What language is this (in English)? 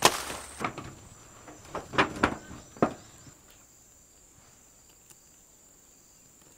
Malay